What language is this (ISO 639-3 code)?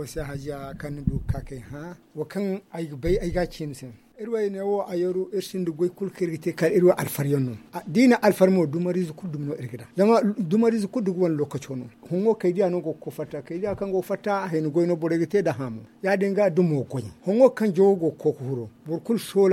dje